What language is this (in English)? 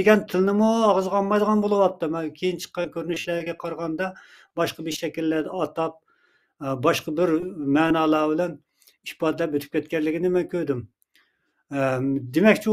Uyghur